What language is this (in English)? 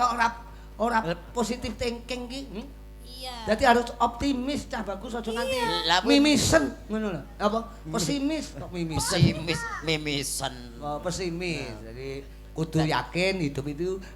Javanese